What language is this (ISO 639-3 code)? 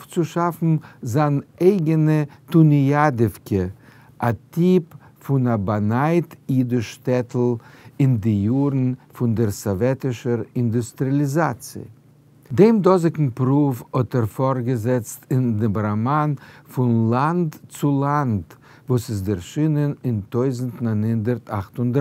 yid